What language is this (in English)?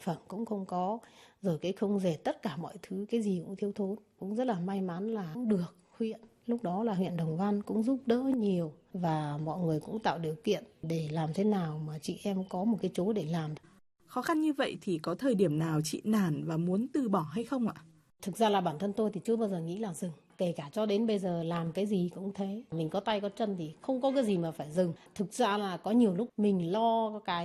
Vietnamese